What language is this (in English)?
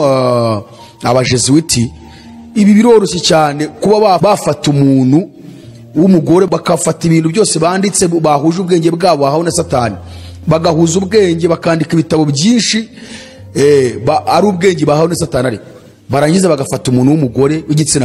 Kinyarwanda